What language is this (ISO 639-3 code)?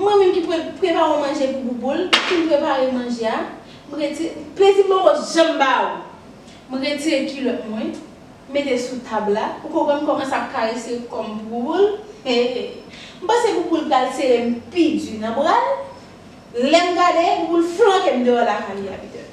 hat